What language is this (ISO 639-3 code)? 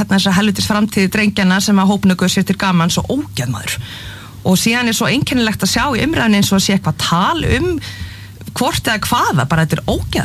isl